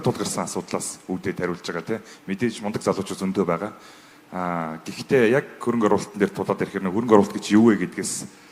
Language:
Mongolian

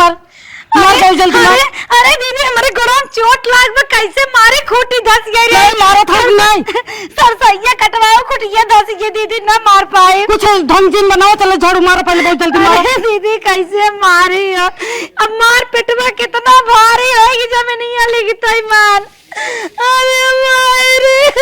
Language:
Awadhi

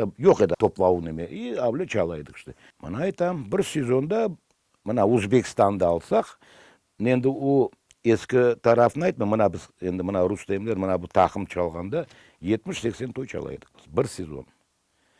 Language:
Crimean Tatar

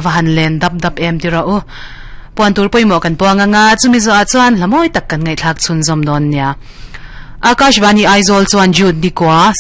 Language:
Mizo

